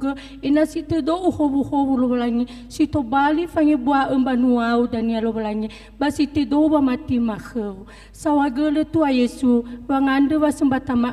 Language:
Nias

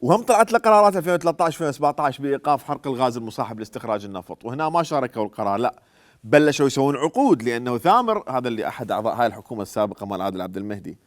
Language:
Mesopotamian Arabic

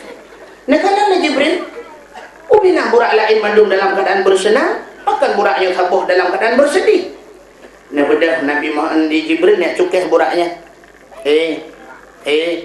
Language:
Achinese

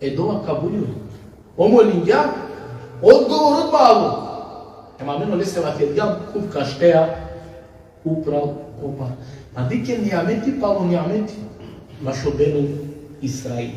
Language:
Balkan Romani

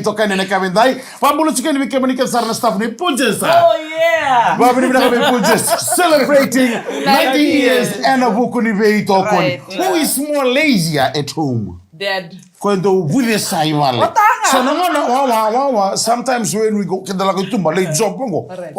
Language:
Fijian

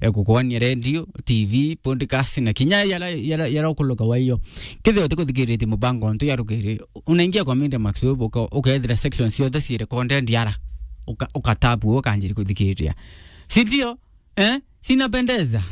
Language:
Meru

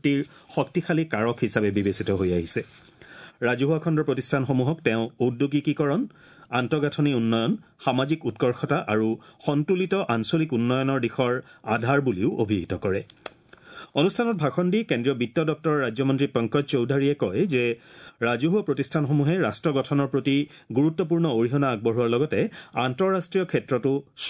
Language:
Assamese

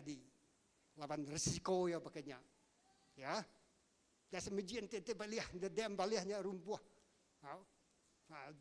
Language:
Iban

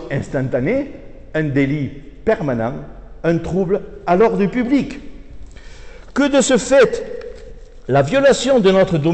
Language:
French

